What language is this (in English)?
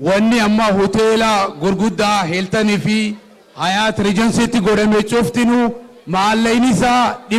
Oromo